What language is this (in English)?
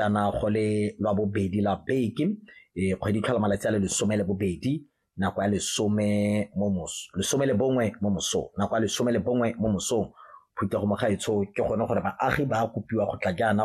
Tswana